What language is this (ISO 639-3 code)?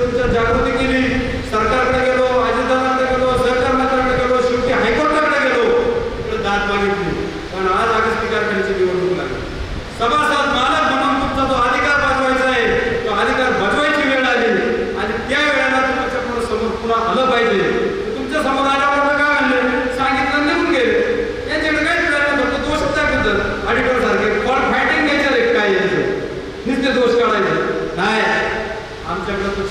mar